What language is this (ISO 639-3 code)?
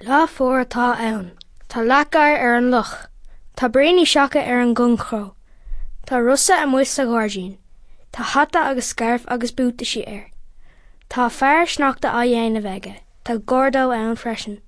gle